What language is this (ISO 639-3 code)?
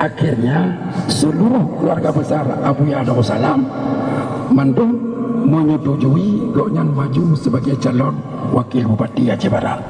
ace